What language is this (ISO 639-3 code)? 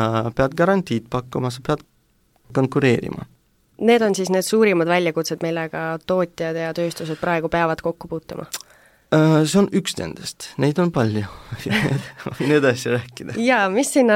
est